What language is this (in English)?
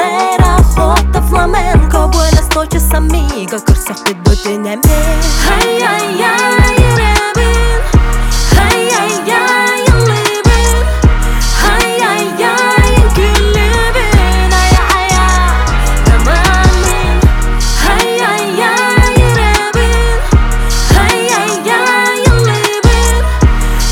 Kazakh